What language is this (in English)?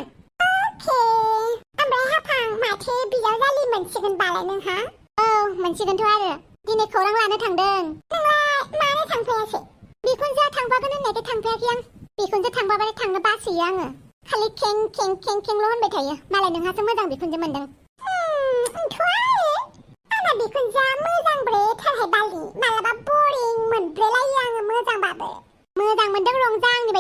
Bodo